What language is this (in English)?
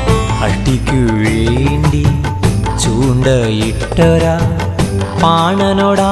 Malayalam